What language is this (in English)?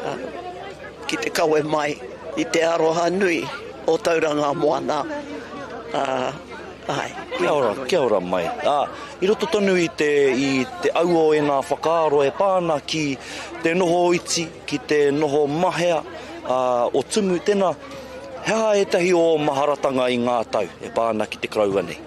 Māori